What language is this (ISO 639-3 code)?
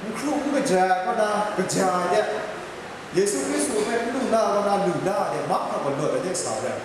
kac